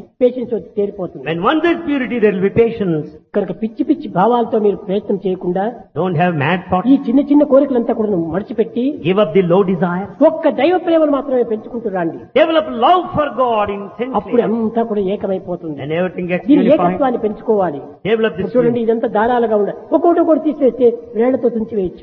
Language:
Telugu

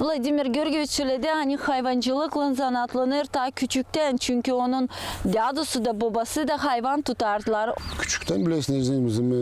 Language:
Gagauz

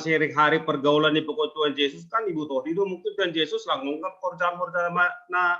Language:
Batak Simalungun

